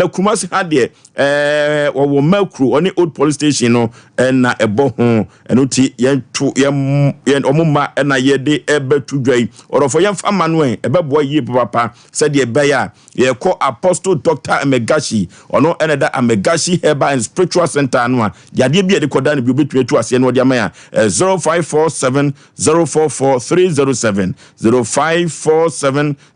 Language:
Akan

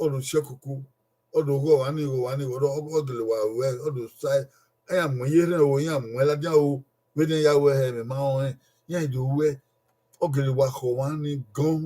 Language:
Bini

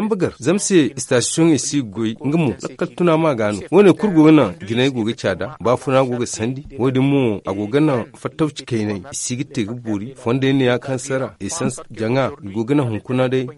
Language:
Zarma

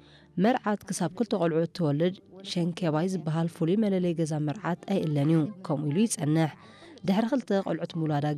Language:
Tigrinya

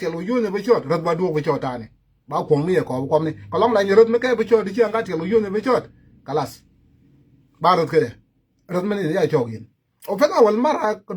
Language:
Nuer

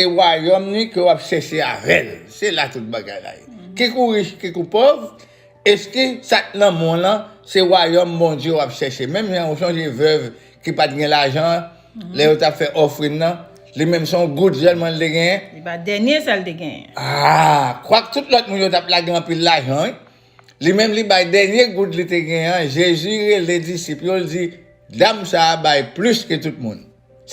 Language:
Haitian Creole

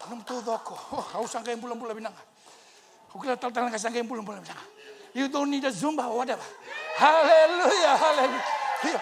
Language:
Fijian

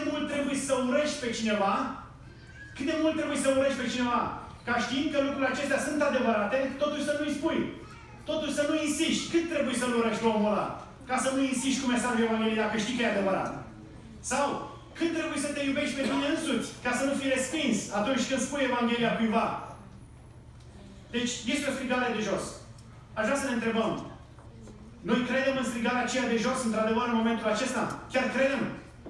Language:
Romanian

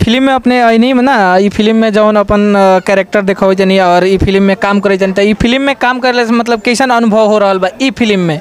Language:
Bhojpuri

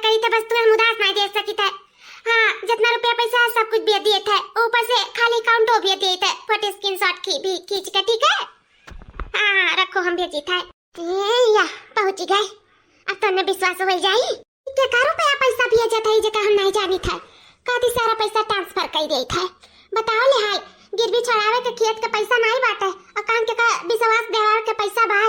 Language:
Awadhi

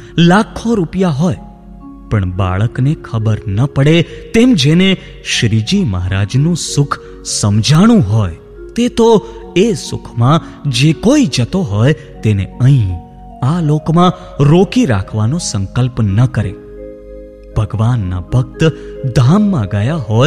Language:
Gujarati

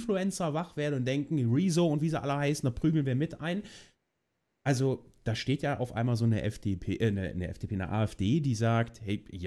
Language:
German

